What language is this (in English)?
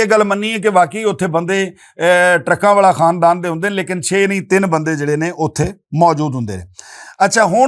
Western Panjabi